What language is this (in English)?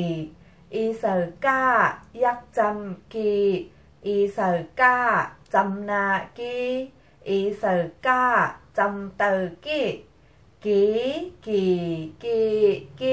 Shan